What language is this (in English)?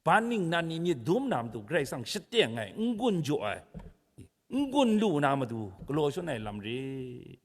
Kachin